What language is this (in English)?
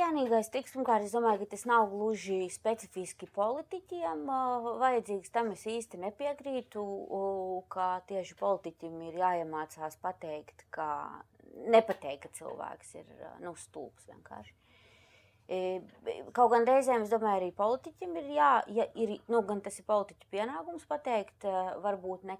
Latvian